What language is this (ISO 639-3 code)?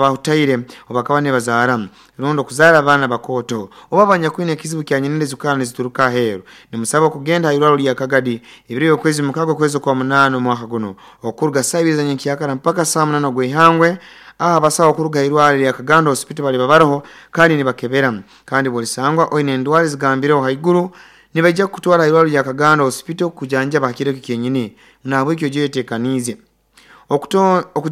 nyo